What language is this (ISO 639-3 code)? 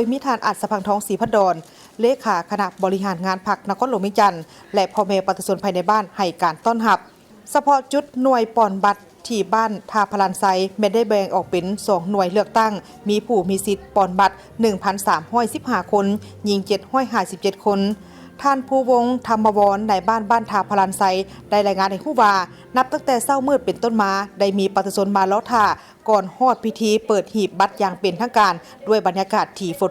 lao